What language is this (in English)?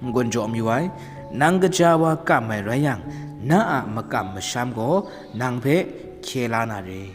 Kachin